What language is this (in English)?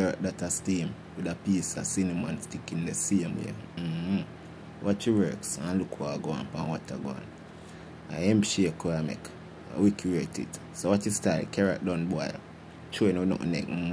Jamaican Creole English